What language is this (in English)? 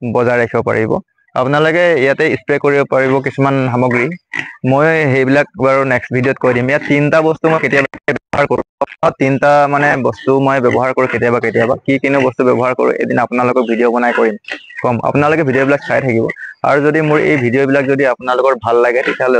Assamese